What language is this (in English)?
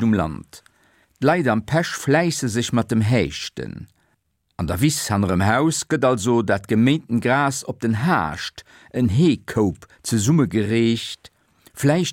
Luxembourgish